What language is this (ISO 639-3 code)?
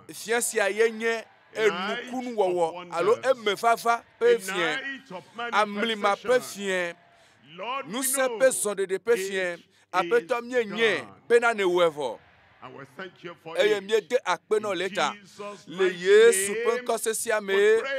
ewe